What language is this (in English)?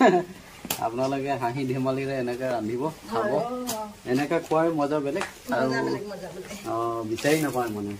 Assamese